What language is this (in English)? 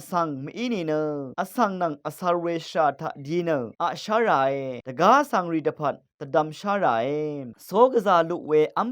Rawang